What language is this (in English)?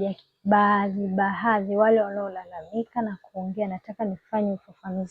Swahili